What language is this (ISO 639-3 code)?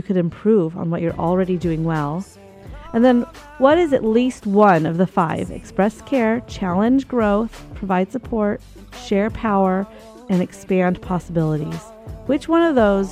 eng